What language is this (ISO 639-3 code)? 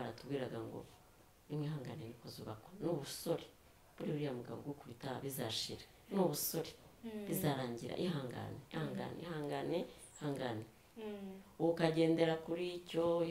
kin